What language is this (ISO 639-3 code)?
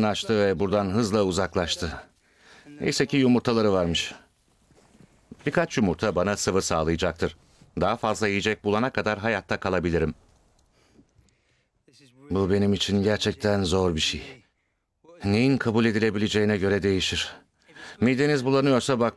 tur